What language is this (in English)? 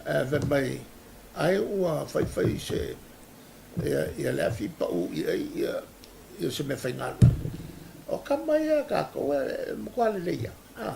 Samoan